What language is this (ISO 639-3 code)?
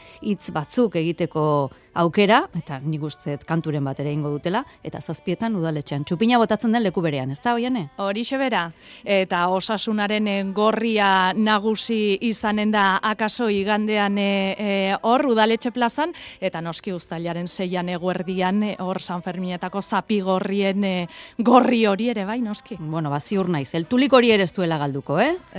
eus